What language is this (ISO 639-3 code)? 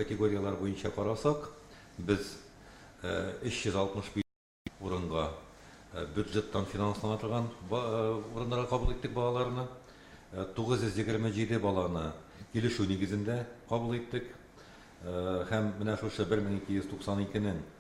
tat